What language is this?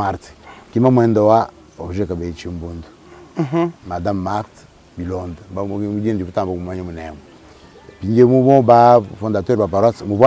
Luba-Lulua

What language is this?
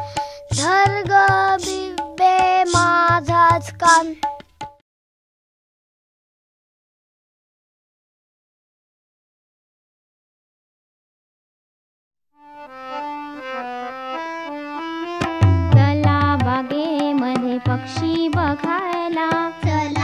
Marathi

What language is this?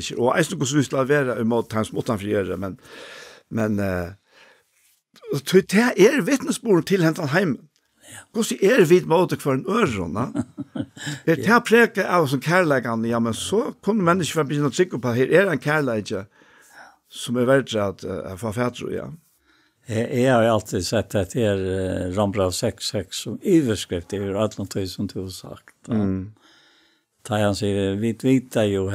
Faroese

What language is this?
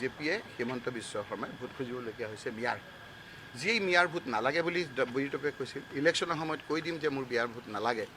Assamese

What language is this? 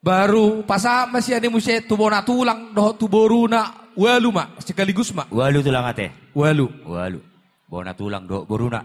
Batak Toba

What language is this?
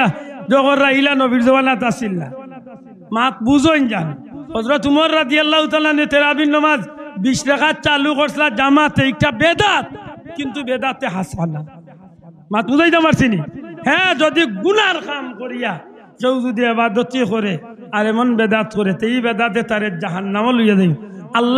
Sylheti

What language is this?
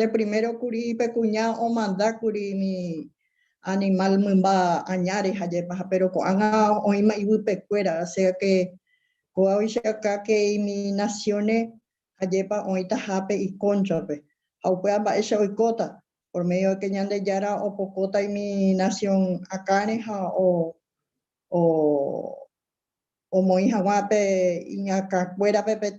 Guarani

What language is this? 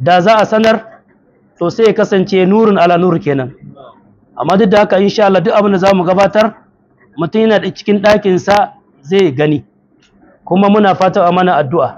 Hausa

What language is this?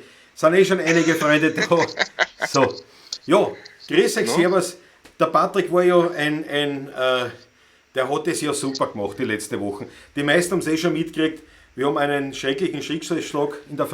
Bavarian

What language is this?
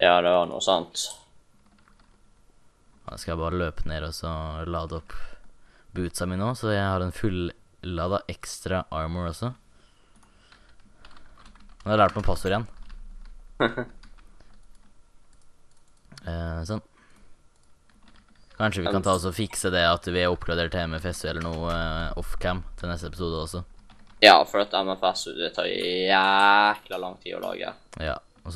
Norwegian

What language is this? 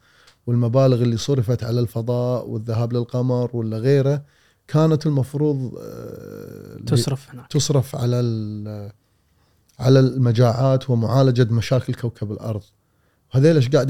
Gulf Arabic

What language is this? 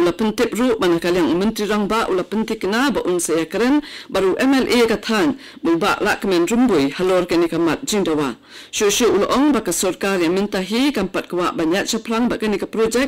Khasi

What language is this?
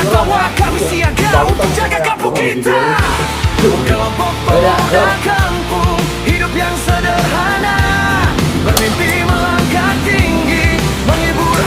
Betawi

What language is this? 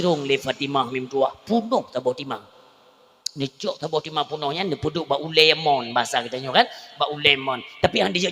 Achinese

